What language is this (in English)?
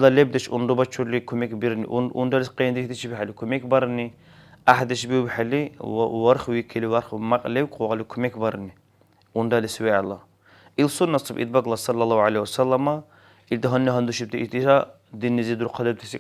Dargwa